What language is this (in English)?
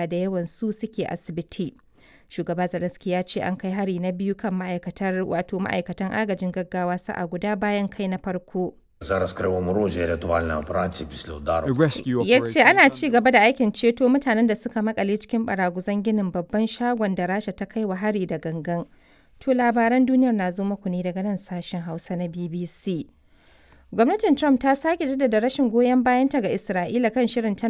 Hausa